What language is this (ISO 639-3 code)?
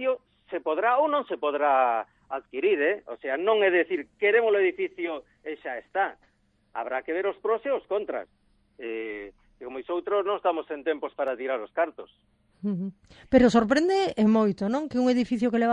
glg